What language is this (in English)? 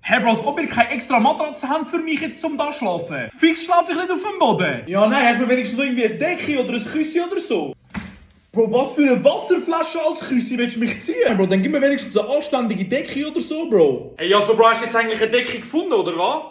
Swiss German